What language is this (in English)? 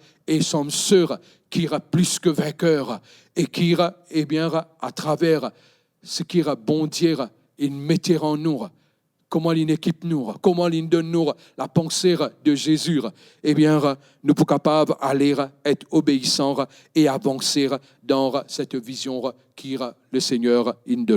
Morisyen